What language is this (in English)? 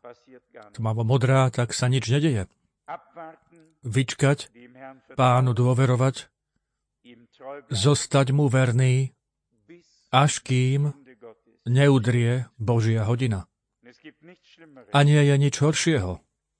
Slovak